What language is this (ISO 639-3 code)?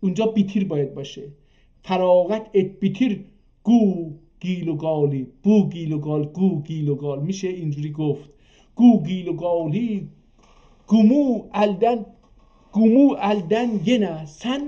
azb